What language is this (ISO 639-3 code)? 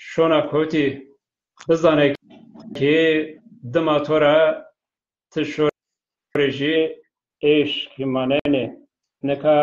zza